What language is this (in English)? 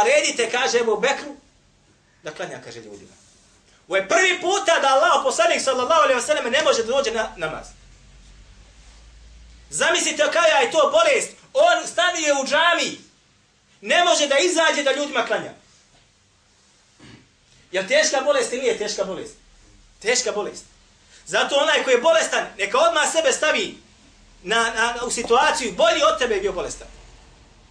Bosnian